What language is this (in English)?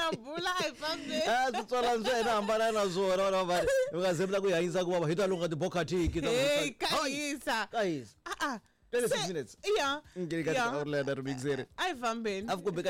Tsonga